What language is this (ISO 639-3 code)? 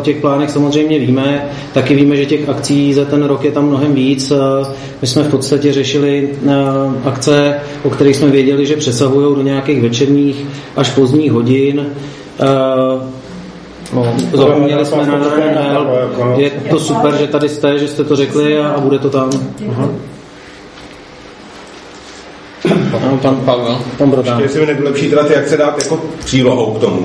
ces